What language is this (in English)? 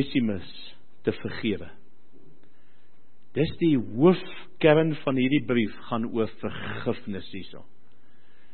Afrikaans